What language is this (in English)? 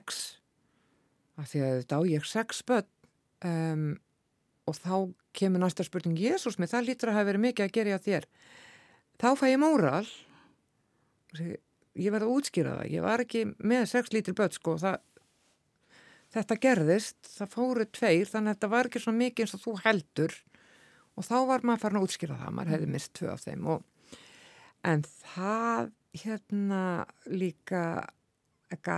Icelandic